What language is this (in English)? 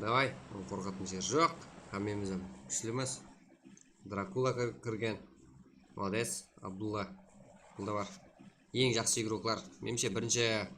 Kara-Kalpak